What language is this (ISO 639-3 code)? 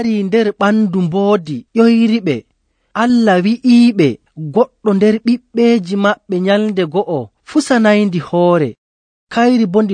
fuv